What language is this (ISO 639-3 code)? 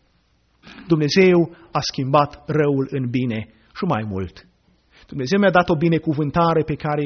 ron